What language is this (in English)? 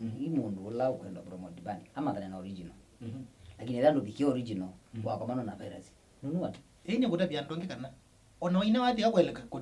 Kamba